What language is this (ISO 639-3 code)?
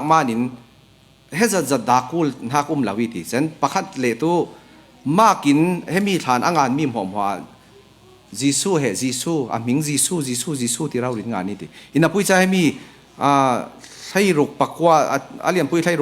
cfm